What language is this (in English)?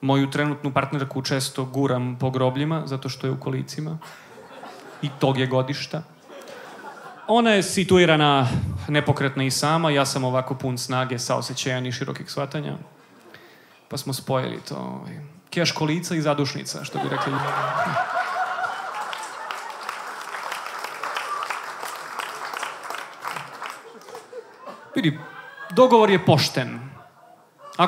Serbian